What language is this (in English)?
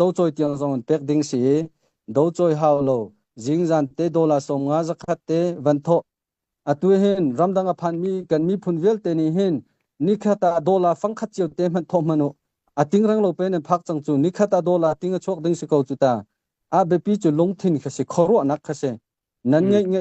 Hakha Chin